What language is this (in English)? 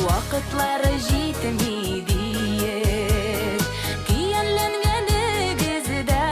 Bashkir